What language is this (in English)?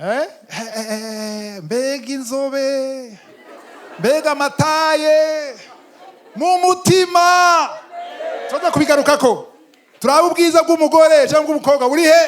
Rundi